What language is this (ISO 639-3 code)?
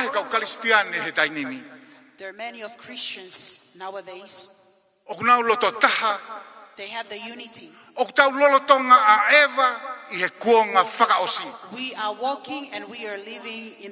ton